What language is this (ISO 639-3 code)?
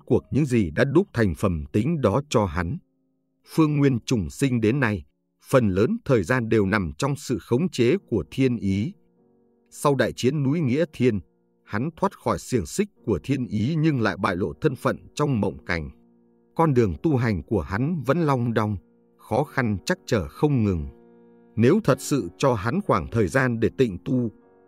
vie